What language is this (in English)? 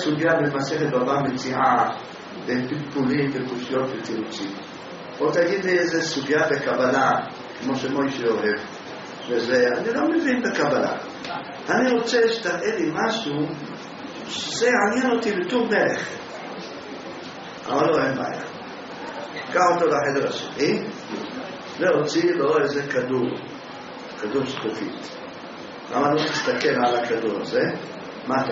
Hebrew